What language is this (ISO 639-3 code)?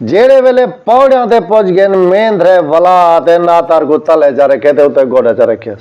skr